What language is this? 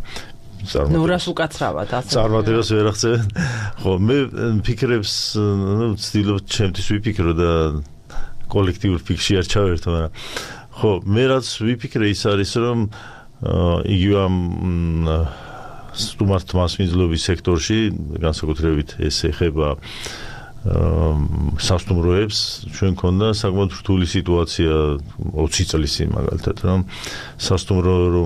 Georgian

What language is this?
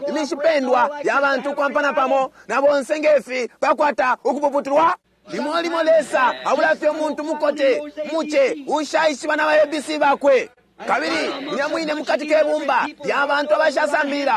Bemba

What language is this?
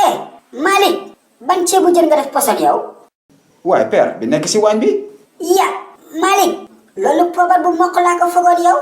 Wolof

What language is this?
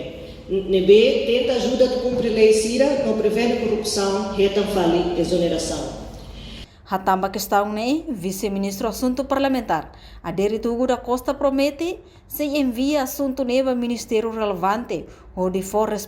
Tetum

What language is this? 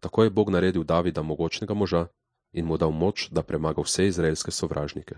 Slovenian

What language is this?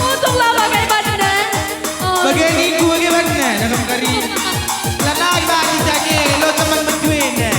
Batak Karo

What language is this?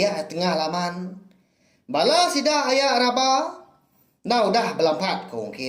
Iban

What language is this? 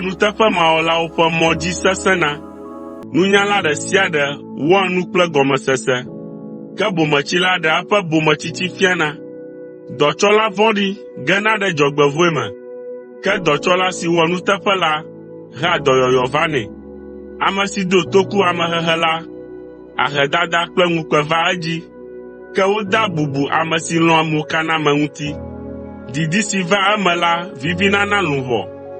Ewe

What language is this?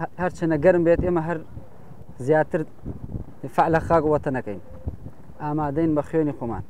Central Kurdish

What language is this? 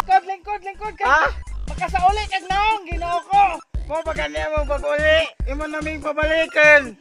Cebuano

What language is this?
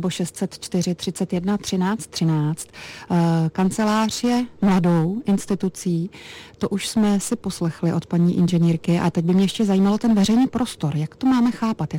Czech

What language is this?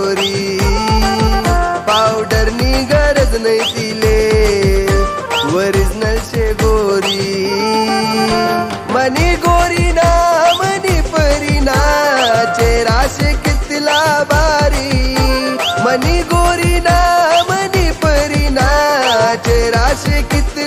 Marathi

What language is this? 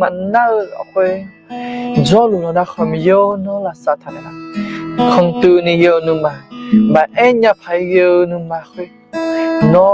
Akha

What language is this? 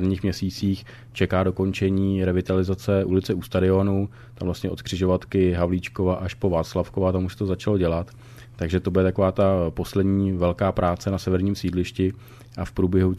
Czech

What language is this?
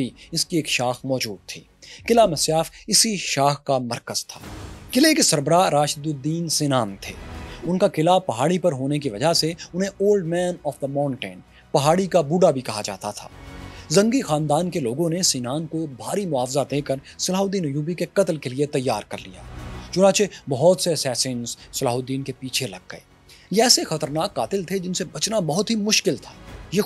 Urdu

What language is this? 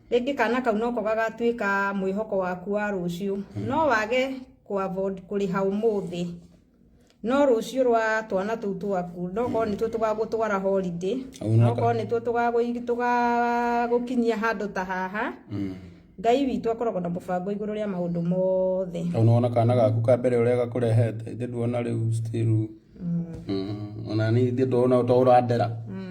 Kikuyu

